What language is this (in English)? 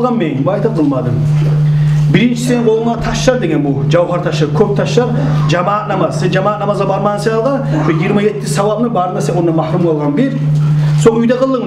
Kumyk